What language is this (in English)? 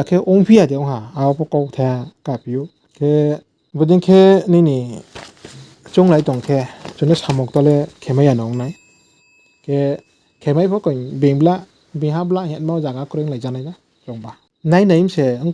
Riang (India)